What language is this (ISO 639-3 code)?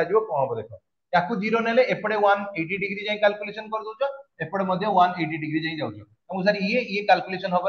ori